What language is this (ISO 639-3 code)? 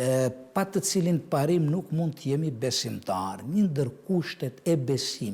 sqi